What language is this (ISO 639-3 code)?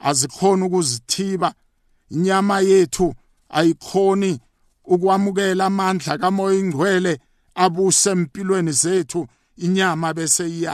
nbl